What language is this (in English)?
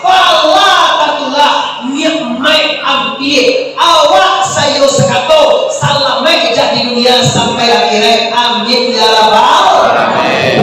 Minangkabau